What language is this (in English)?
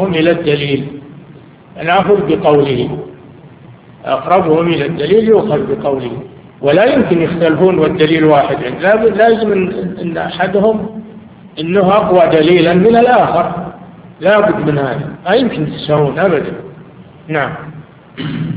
Arabic